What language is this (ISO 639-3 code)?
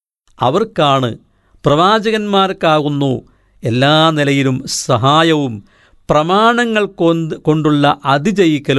mal